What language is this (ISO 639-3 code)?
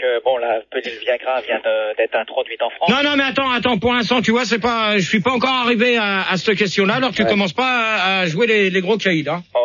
fra